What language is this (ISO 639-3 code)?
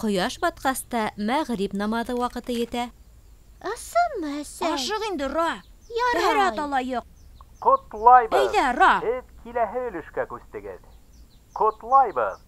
bak